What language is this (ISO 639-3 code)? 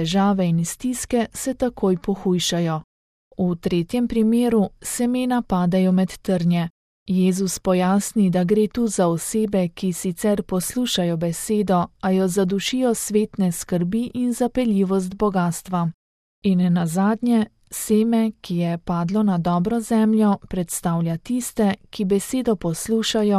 slv